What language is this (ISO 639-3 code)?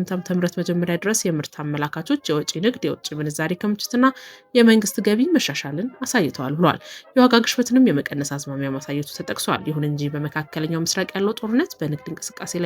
amh